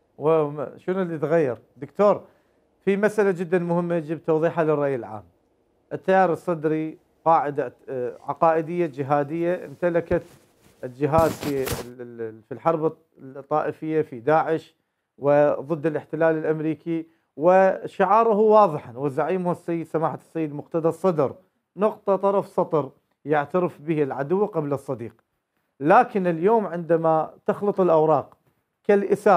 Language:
Mesopotamian Arabic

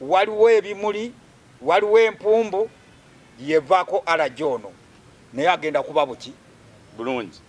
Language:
Ganda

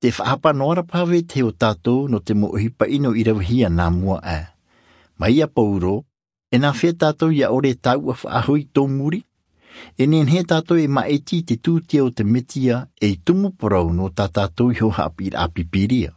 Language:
Tahitian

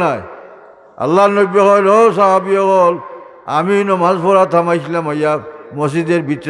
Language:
Sylheti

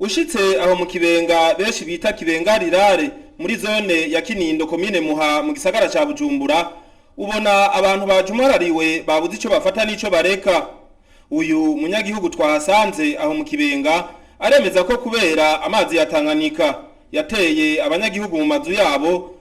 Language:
Rundi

